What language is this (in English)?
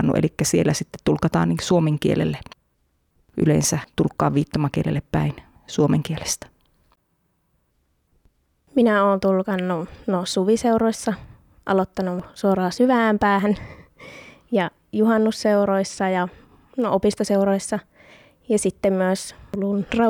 Finnish